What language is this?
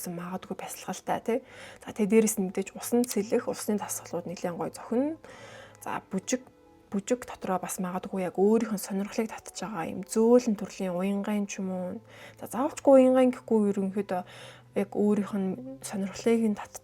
Mongolian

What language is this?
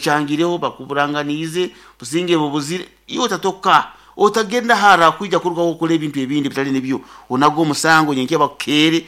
Nyankole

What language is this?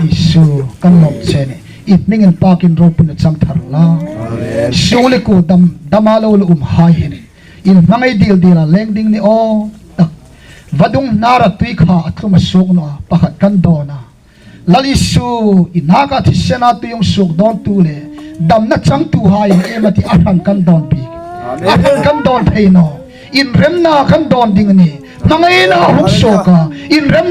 Hmar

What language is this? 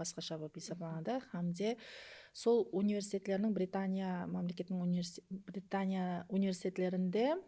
Kara-Kalpak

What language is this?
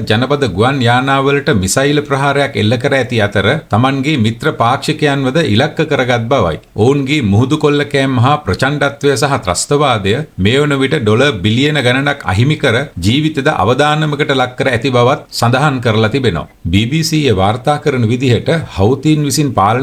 Sinhala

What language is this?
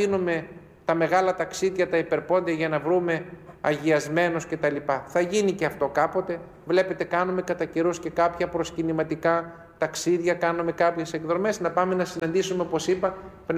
Greek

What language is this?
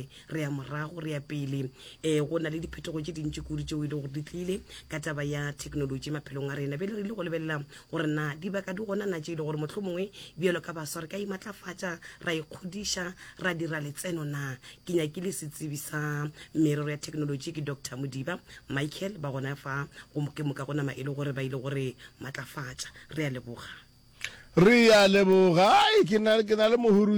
Northern Sotho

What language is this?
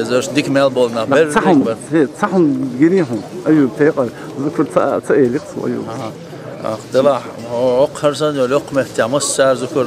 Chechen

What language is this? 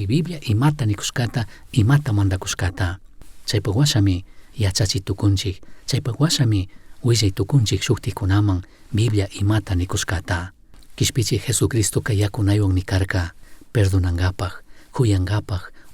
Chimborazo Highland Quichua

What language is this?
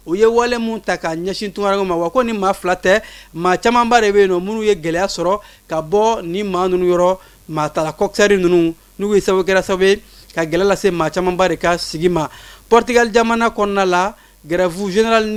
Bambara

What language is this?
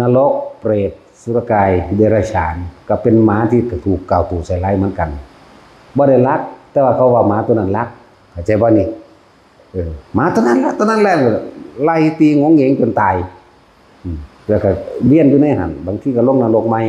Northeastern Thai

